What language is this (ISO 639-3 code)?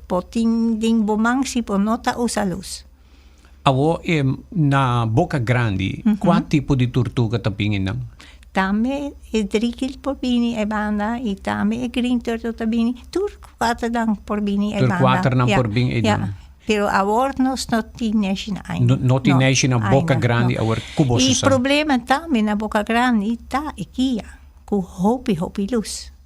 pap